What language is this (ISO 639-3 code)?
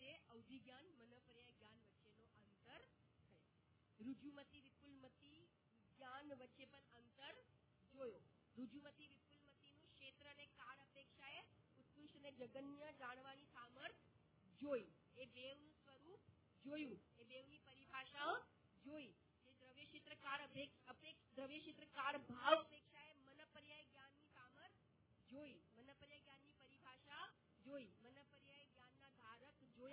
guj